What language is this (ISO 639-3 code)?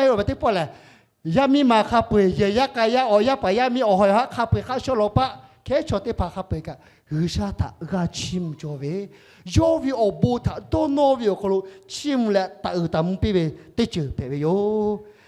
lhu